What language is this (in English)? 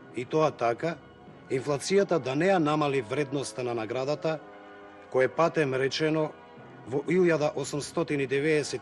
Macedonian